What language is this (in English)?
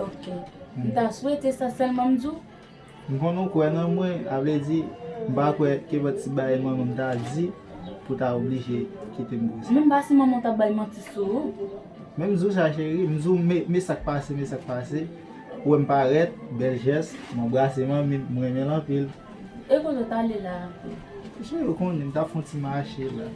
Haitian Creole